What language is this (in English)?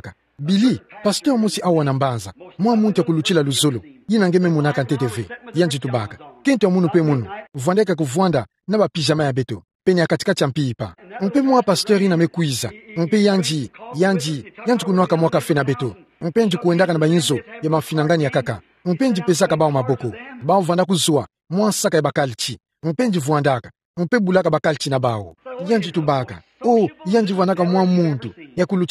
Kituba (Democratic Republic of Congo)